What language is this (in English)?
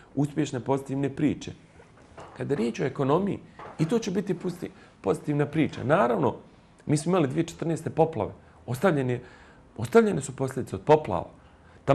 Bosnian